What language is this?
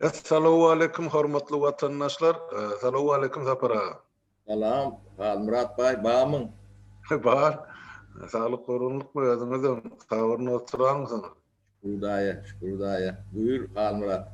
Turkmen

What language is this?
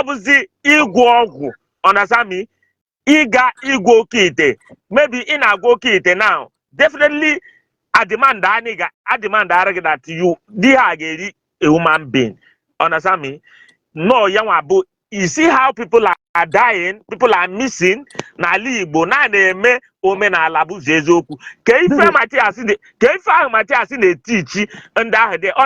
Igbo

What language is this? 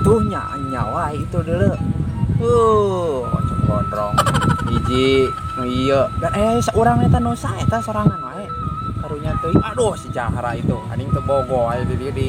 Sundanese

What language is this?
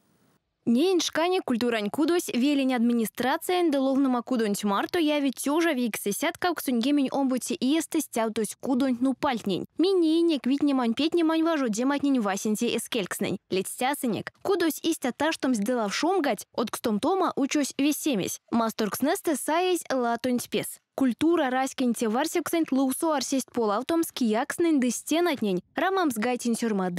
Erzya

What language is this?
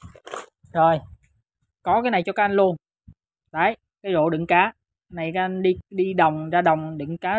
Vietnamese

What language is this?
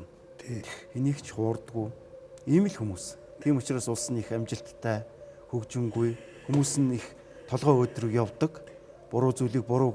Mongolian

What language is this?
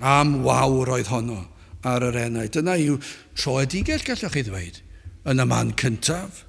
Welsh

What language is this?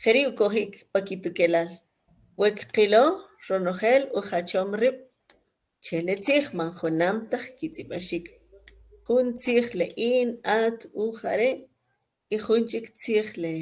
Kʼicheʼ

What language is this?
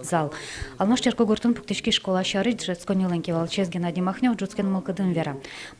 Udmurt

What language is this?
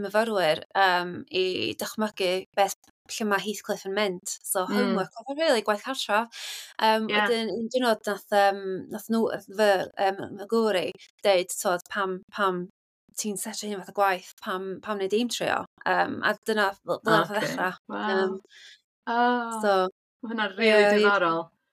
Welsh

